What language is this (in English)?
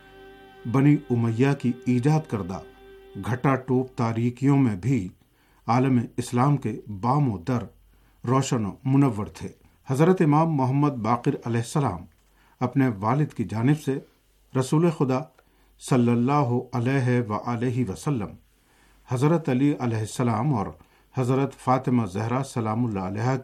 Urdu